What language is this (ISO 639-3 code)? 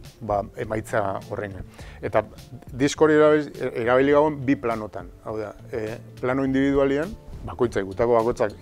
eus